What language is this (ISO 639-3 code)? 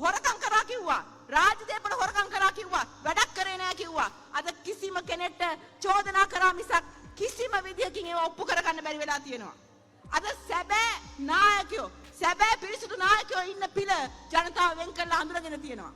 sin